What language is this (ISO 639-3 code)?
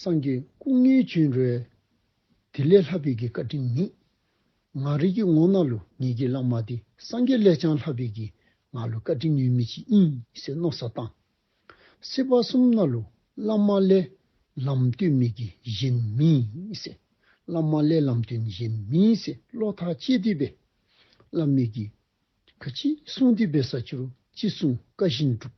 dzo